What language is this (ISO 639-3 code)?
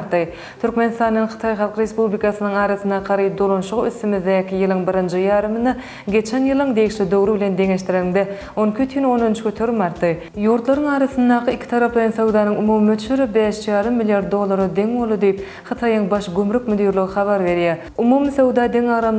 tuk